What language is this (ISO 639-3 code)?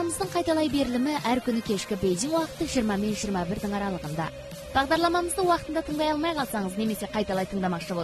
kaz